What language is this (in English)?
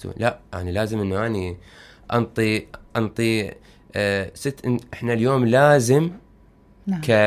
Mesopotamian Arabic